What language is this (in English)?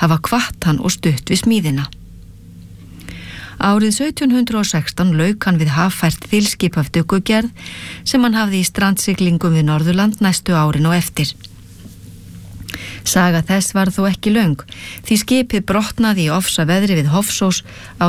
Icelandic